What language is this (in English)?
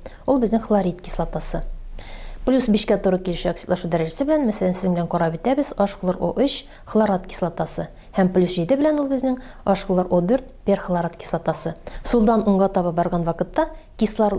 Tatar